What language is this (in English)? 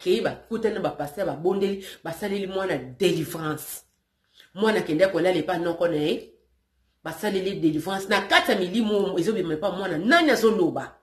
Lingala